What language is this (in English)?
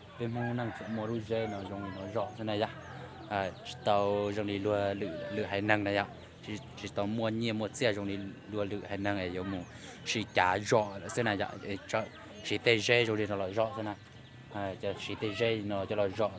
Hmong